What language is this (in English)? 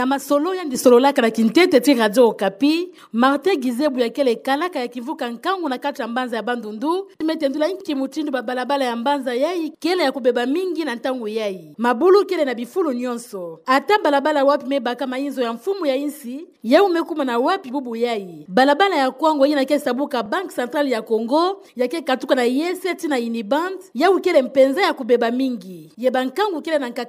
Kituba (Democratic Republic of Congo)